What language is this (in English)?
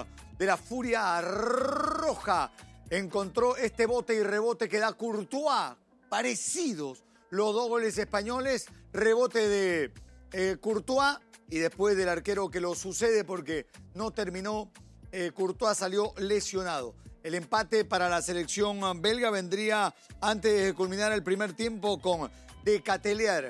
Spanish